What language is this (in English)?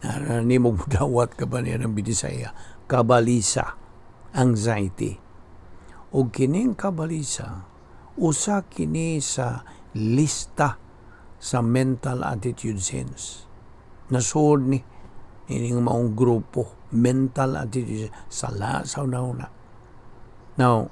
Cebuano